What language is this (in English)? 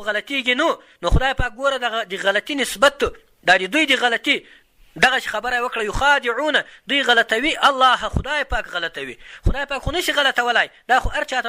Pashto